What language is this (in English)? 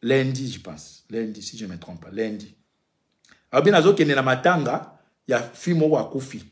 Lingala